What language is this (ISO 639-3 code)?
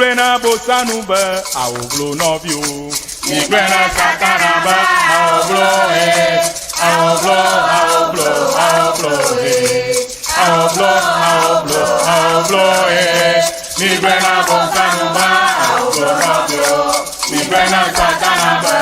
ewe